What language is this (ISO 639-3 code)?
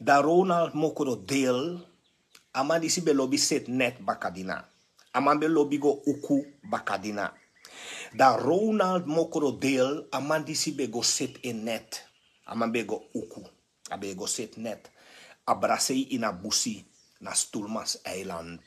srn